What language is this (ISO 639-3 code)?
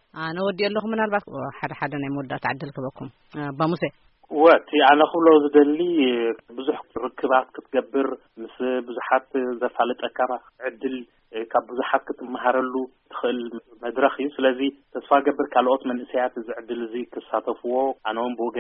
tir